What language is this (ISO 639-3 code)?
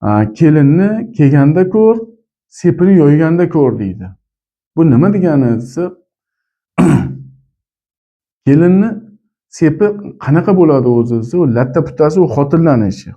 uzb